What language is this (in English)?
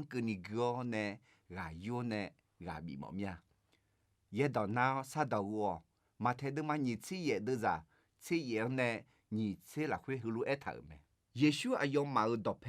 Akha